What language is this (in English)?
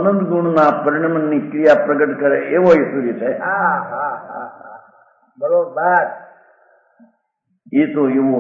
Gujarati